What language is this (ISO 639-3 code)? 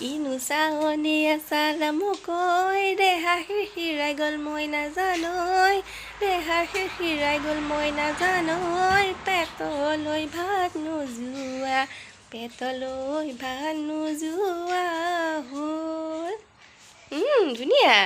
asm